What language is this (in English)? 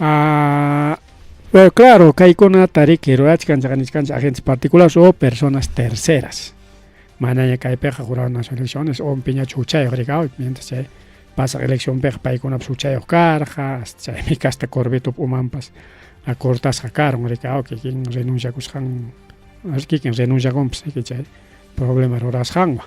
Ayacucho Quechua